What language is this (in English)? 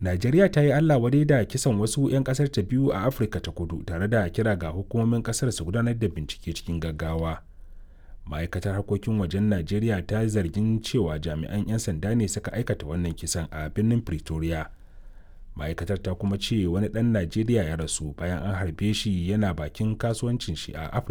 Hausa